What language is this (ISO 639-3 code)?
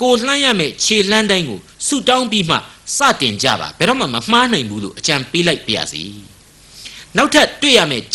mya